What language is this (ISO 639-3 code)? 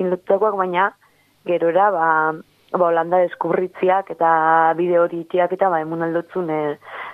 eus